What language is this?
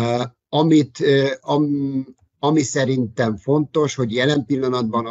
Hungarian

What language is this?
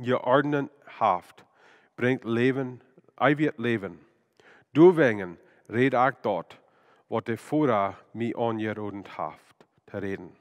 Plautdietsch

